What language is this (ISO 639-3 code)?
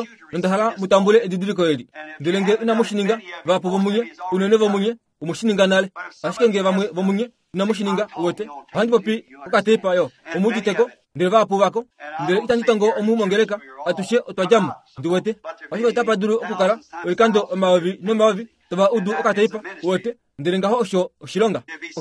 kua